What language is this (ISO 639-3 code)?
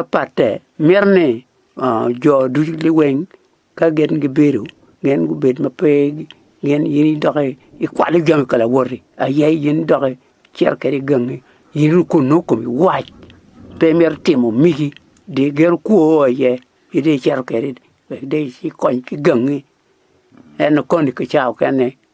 ach